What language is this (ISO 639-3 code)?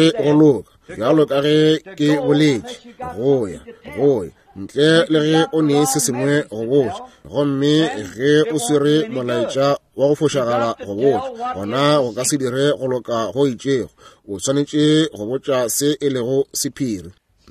nso